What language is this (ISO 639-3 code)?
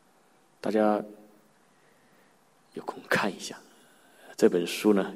zho